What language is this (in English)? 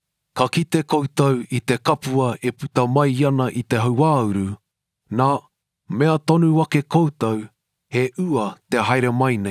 Māori